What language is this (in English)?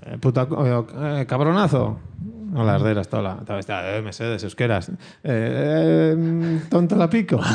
Basque